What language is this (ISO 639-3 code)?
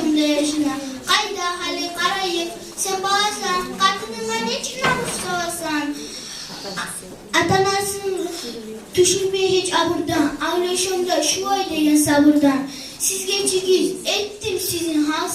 kum